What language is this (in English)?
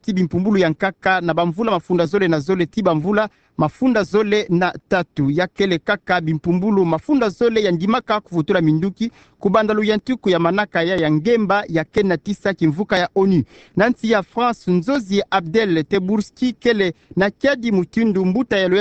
Kituba (Democratic Republic of Congo)